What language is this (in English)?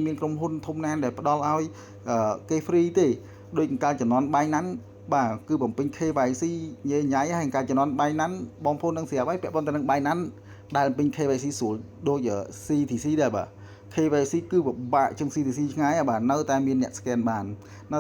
Khmer